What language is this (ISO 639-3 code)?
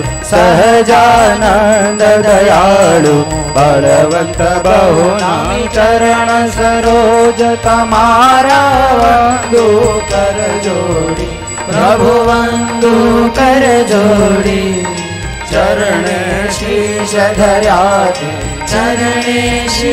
guj